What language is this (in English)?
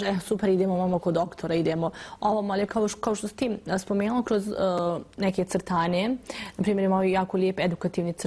Bosnian